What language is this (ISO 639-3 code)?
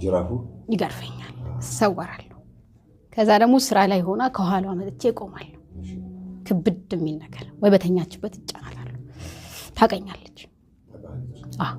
amh